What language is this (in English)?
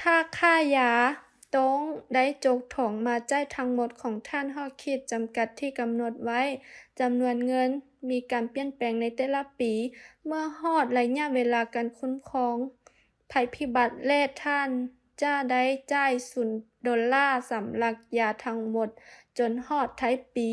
Lao